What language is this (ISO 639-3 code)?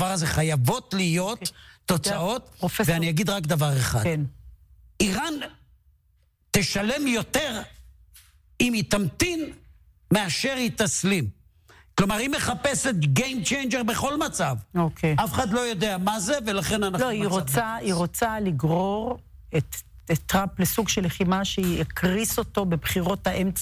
heb